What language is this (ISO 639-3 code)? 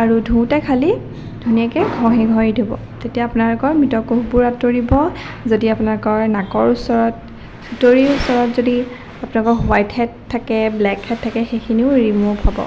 asm